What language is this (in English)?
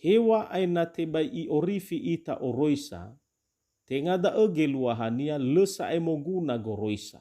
Nias